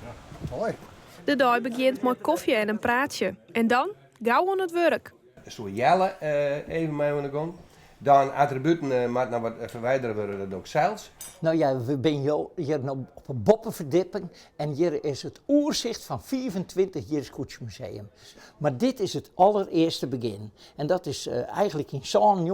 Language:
Western Frisian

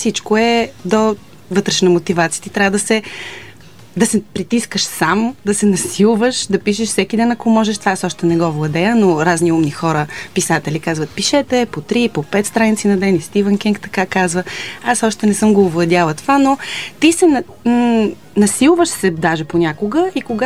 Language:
Bulgarian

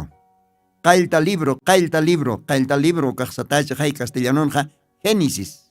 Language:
Aymara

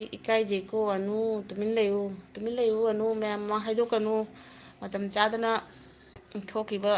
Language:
Manipuri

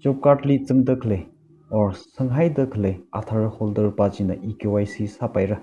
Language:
Tangkhul Naga (India)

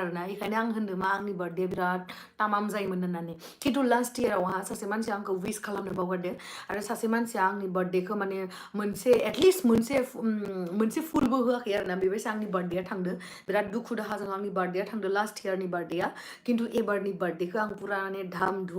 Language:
Bodo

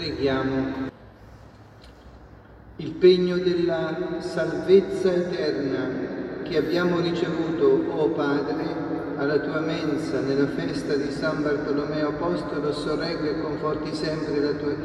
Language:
Italian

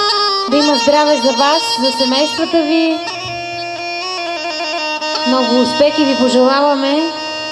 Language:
Bulgarian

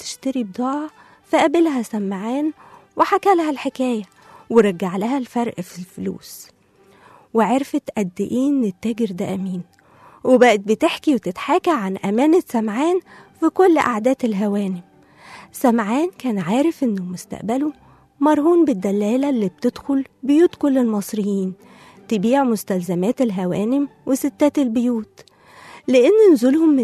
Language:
Egyptian Arabic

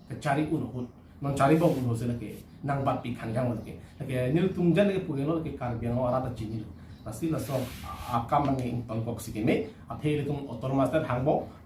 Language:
Karbi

